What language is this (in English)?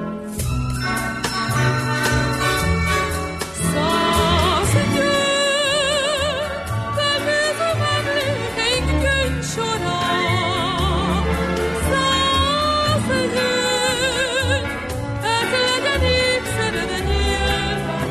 Hungarian